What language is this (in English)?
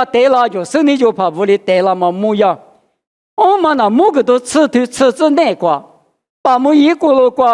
Lisu